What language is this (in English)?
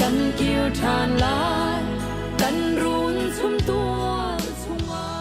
Hakha Chin